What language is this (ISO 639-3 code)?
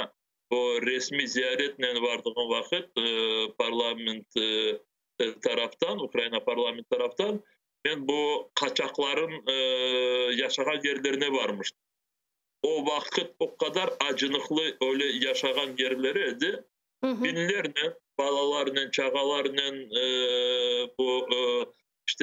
crh